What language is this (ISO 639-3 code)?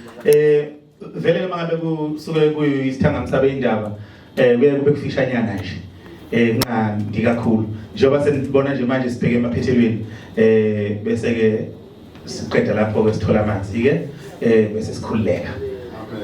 zul